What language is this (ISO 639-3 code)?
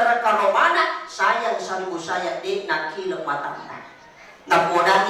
bug